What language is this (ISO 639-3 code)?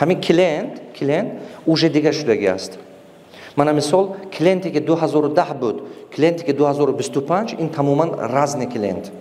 tgk